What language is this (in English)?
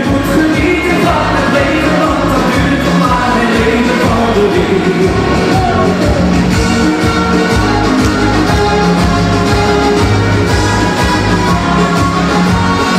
Dutch